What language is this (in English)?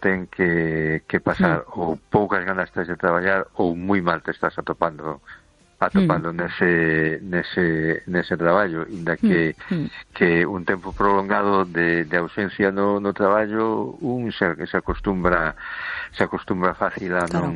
Galician